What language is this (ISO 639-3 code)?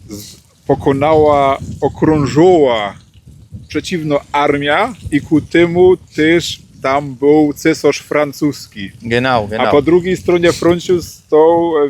szl